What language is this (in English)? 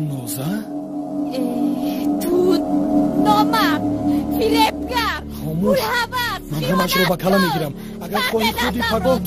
Tajik